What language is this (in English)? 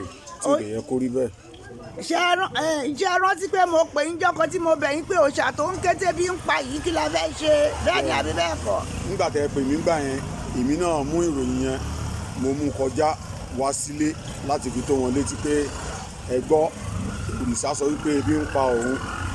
Yoruba